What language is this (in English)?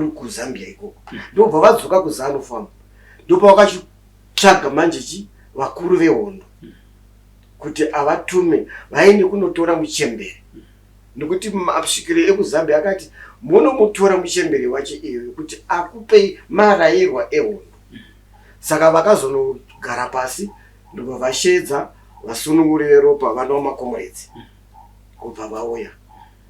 Shona